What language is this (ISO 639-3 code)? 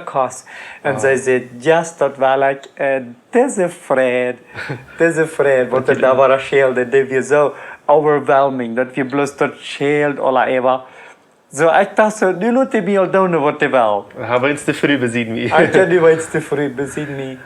pdt